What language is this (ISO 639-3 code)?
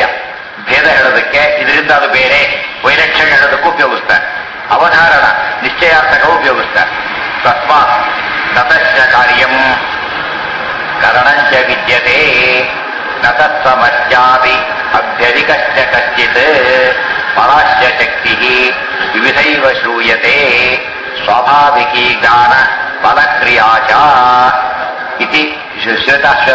kan